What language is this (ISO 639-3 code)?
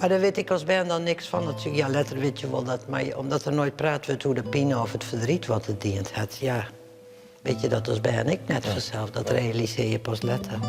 fry